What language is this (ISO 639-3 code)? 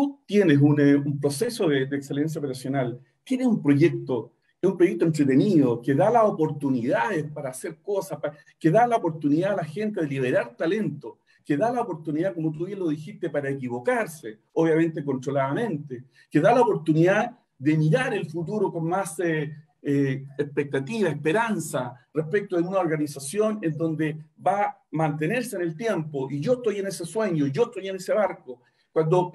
spa